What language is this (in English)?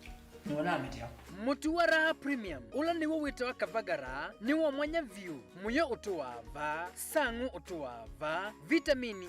Kamba